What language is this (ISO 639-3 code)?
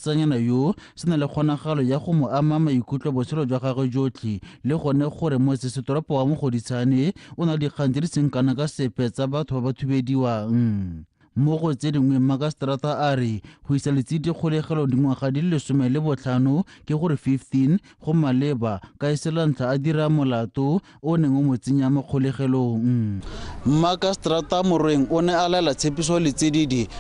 tsn